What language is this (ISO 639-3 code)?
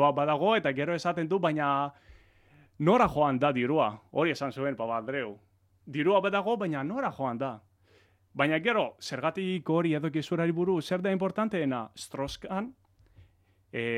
eus